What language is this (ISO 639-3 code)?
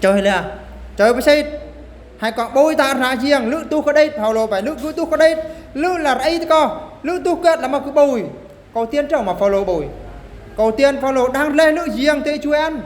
bru